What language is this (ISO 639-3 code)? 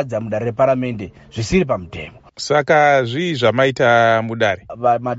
sna